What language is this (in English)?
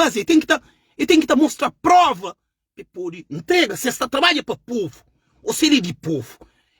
Kabuverdianu